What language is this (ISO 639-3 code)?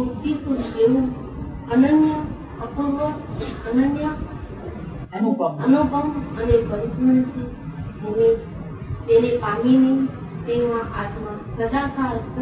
guj